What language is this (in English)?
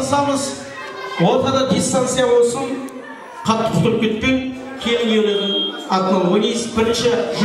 Kara-Kalpak